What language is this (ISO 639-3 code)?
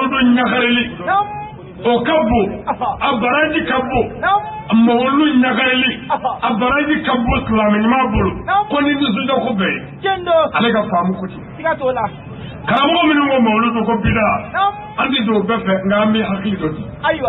bam